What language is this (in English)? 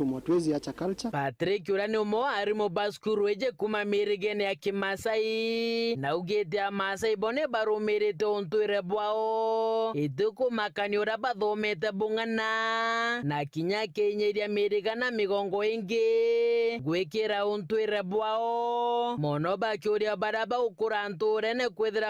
Meru